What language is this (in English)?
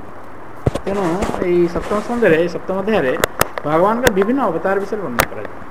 Odia